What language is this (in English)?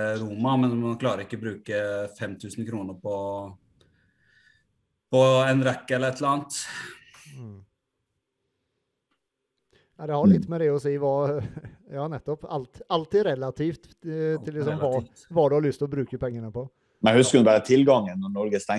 Norwegian